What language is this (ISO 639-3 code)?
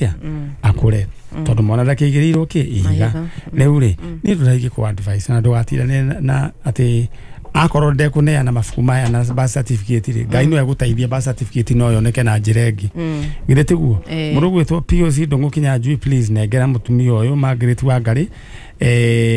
kik